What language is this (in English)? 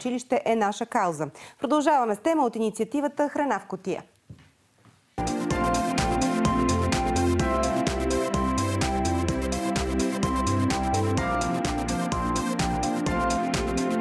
Bulgarian